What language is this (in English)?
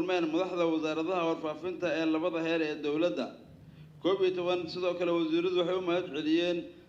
Somali